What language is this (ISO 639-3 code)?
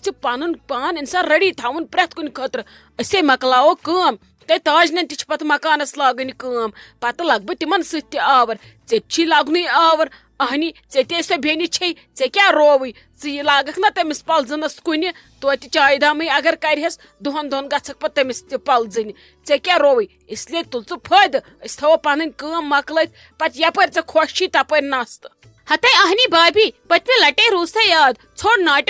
kas